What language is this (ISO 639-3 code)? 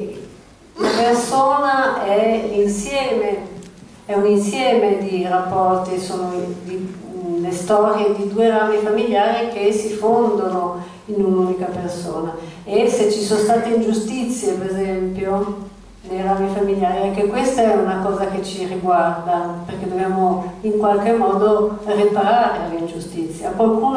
ita